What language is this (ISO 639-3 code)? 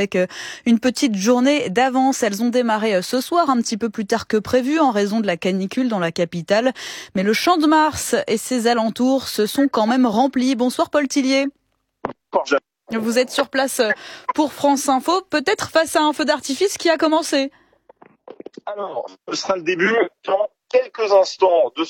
fra